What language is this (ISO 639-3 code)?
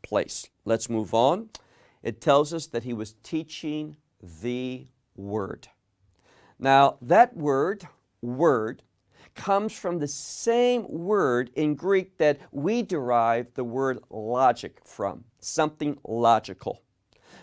eng